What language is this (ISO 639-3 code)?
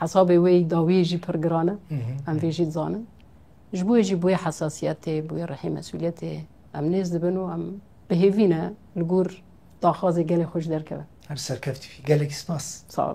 kur